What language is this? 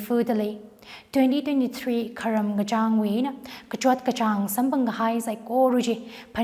Tangkhul Naga (India)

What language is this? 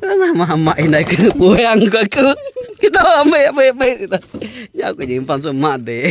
Iban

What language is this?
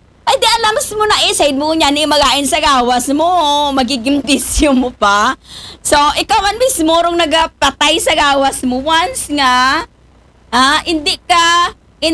Aklanon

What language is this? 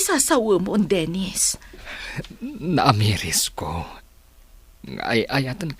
Iloko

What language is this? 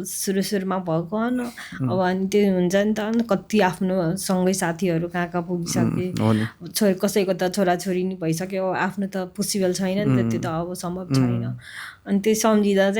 Nepali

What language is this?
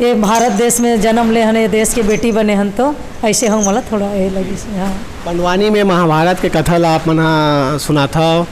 Chhattisgarhi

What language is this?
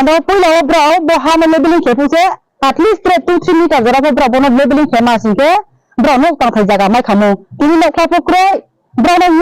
Riang (India)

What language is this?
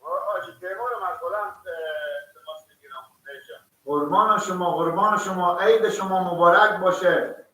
Persian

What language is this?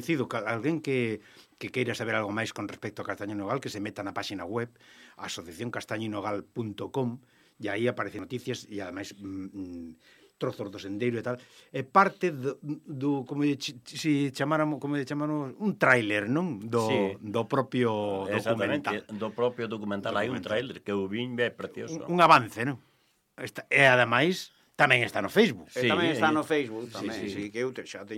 Galician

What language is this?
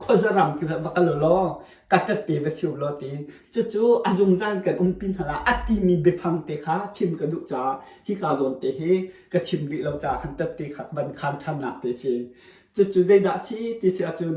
Hakha Chin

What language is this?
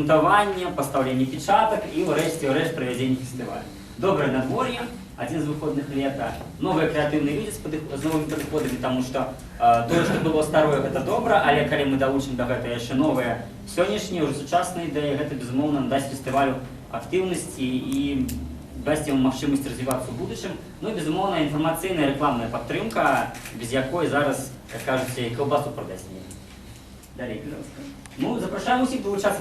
Belarusian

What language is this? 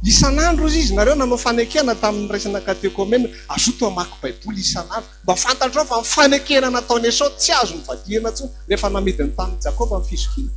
Malagasy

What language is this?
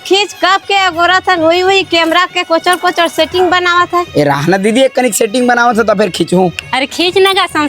Chhattisgarhi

